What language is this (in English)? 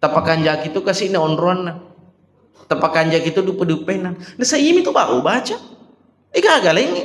Buginese